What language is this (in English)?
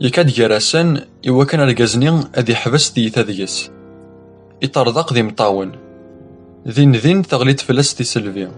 Kabyle